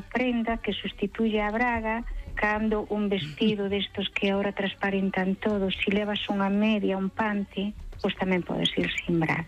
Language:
Galician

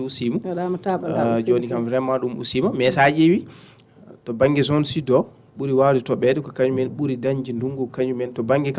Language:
Fula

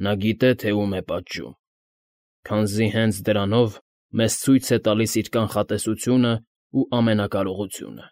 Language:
Armenian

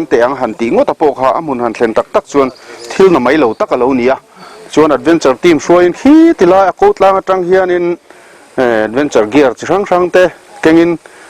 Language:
Mizo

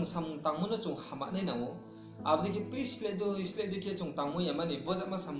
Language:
Riang (India)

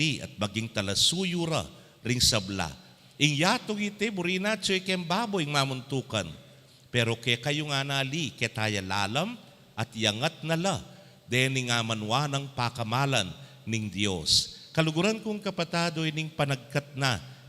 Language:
Pampanga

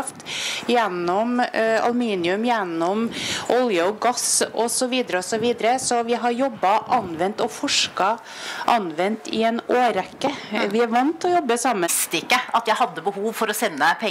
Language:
Norwegian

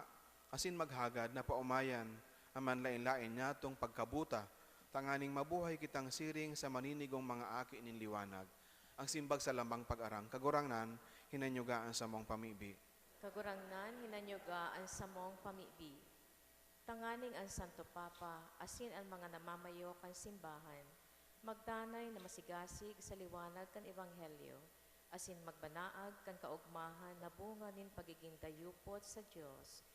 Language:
Bikol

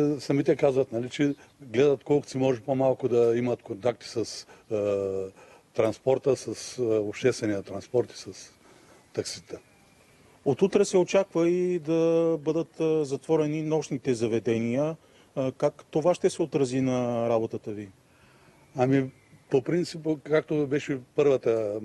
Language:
Bulgarian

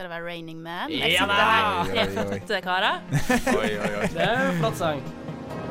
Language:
Norwegian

